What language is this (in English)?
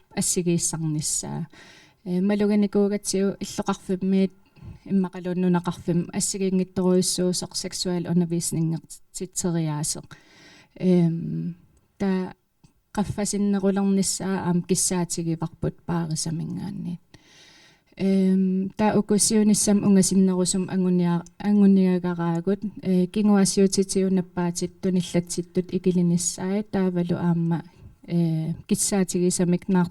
Kalaallisut